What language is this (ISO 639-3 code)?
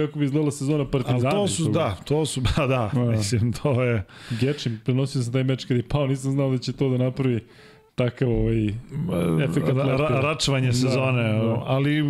srp